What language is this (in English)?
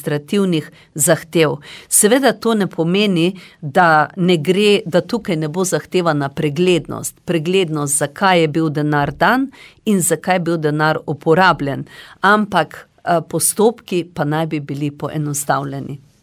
Slovenian